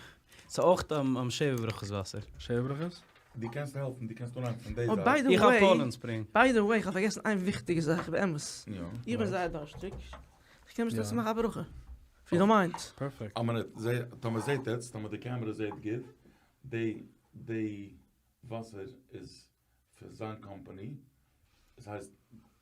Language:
Yiddish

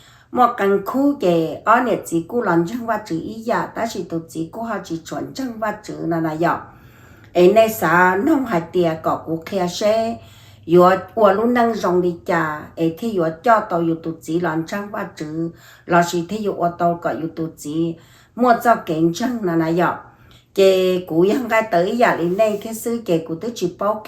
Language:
Hmong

